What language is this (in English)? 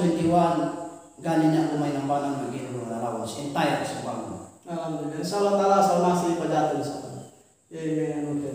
Yakan